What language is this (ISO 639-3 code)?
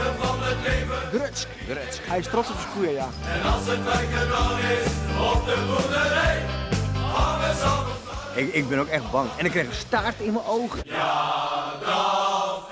fry